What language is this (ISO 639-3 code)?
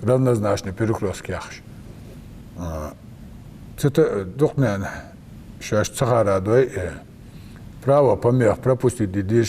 inh